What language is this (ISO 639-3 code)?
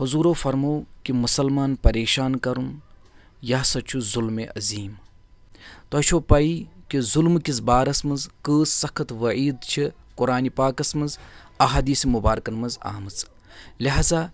kas